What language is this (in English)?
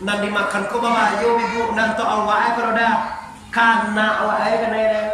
Minangkabau